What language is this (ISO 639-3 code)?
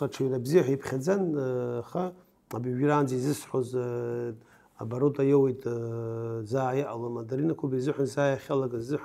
abk